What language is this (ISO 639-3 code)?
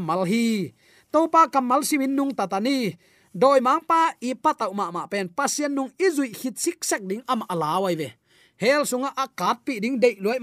ctd